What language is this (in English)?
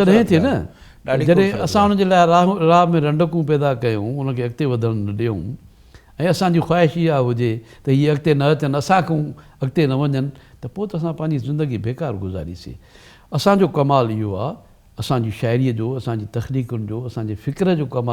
Sindhi